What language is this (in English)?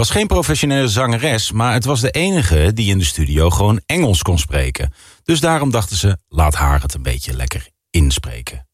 Dutch